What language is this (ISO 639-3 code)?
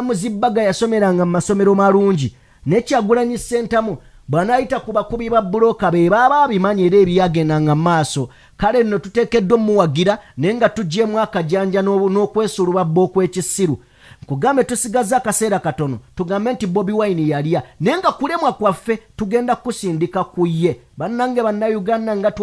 lug